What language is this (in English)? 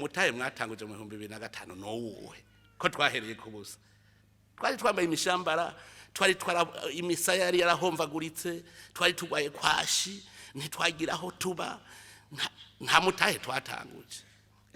Rundi